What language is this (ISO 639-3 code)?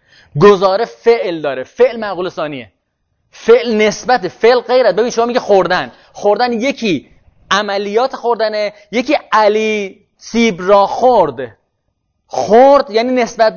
fas